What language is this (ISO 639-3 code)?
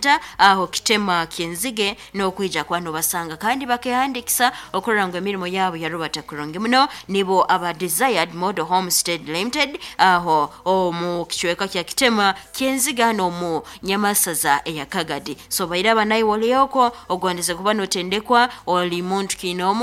nyn